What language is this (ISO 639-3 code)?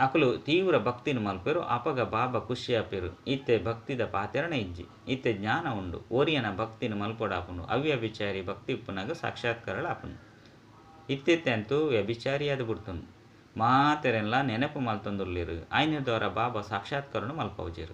tcy